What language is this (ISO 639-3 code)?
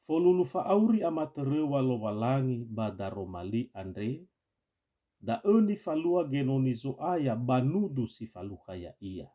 nia